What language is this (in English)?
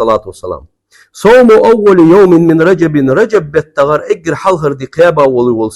Ingush